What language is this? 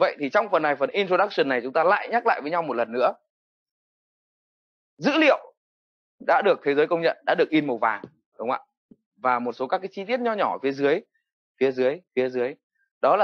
Vietnamese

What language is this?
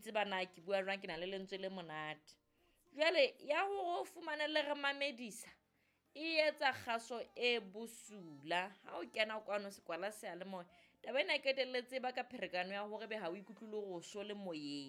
Southern Sotho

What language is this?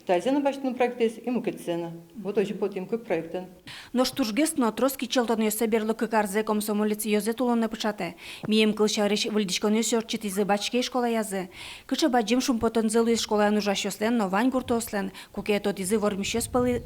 Udmurt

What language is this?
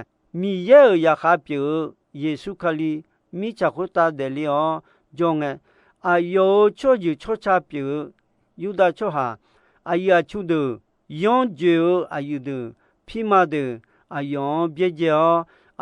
Akha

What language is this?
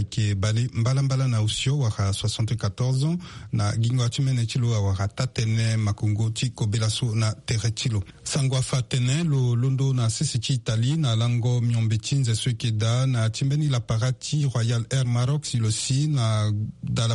Sango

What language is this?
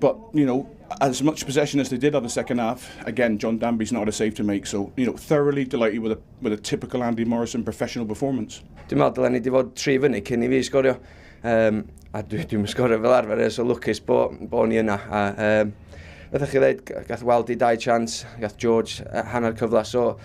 Welsh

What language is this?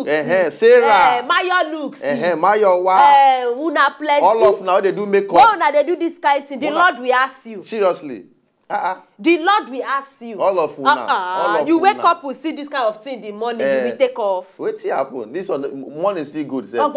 Nigerian Pidgin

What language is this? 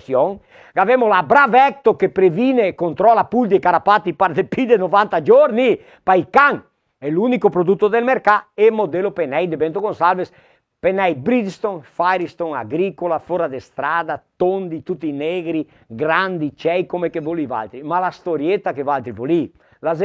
Venetian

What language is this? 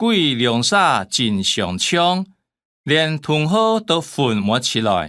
Hakka Chinese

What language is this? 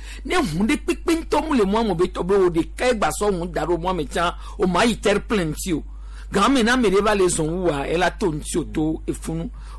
Gen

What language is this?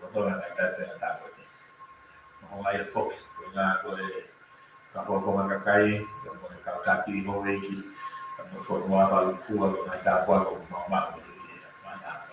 Tongan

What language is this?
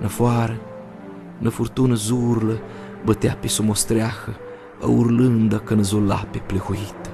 Aromanian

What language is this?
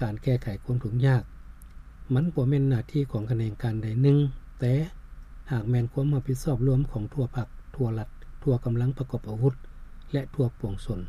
Lao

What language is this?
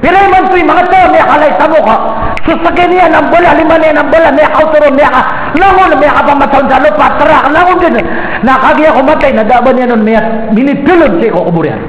Maranao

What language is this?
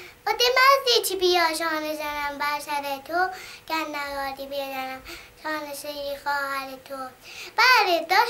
South Azerbaijani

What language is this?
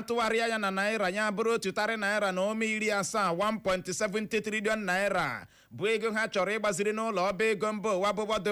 Igbo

